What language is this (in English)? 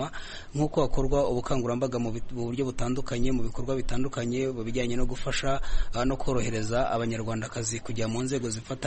Kinyarwanda